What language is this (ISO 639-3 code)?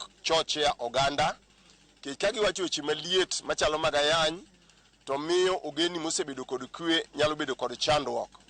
luo